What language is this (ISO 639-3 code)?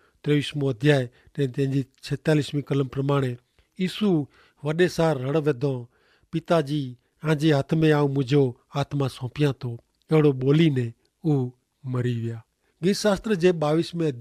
kfr